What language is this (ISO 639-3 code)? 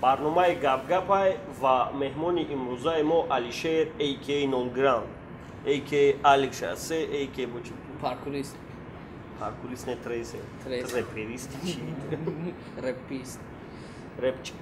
tgk